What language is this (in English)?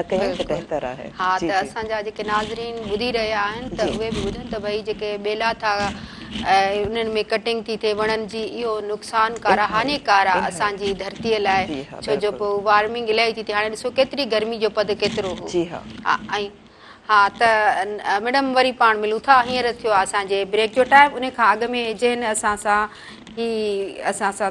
Sindhi